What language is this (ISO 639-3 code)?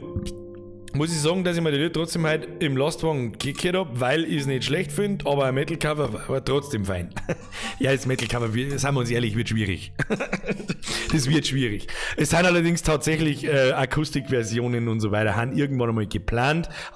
bar